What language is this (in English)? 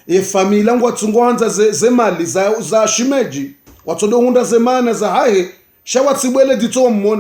Ngazidja Comorian